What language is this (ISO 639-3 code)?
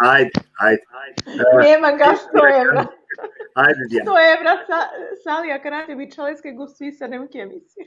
rmn